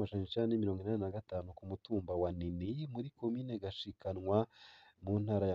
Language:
Rundi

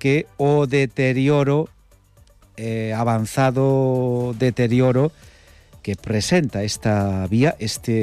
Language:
Galician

